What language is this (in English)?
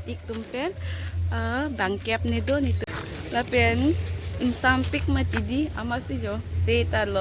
Karbi